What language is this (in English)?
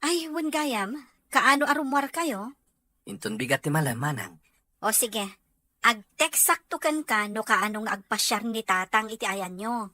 Iloko